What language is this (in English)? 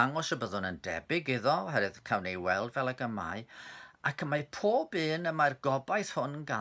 Welsh